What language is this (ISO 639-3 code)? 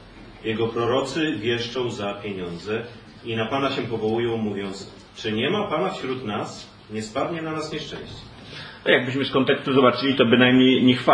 pol